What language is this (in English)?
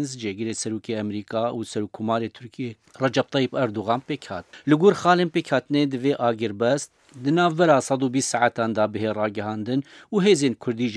Kurdish